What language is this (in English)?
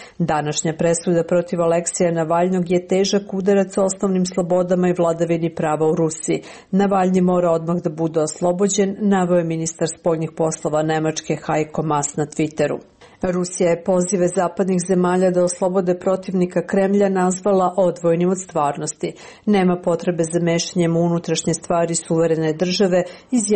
Serbian